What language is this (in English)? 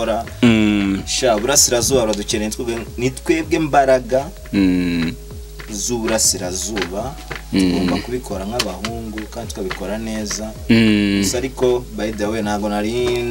Kinyarwanda